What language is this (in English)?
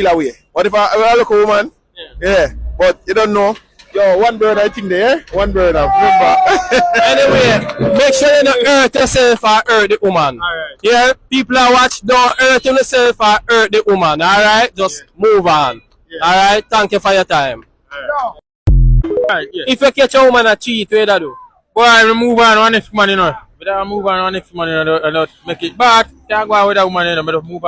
Jamaican Creole English